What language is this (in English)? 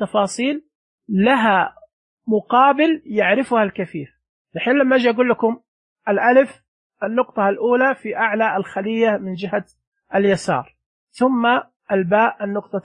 Najdi Arabic